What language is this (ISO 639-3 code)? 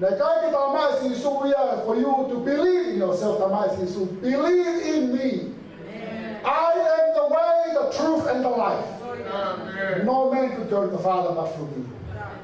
ton